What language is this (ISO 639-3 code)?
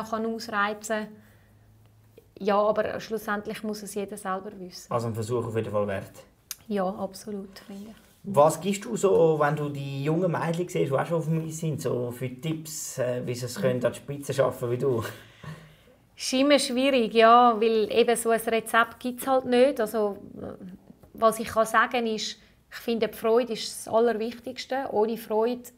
deu